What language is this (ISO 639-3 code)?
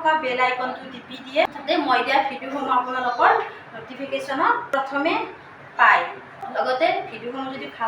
asm